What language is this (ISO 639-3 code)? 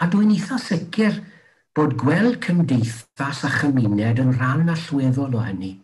cym